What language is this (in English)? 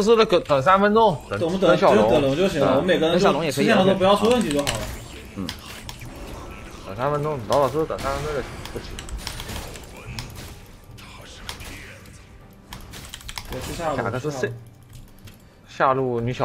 Chinese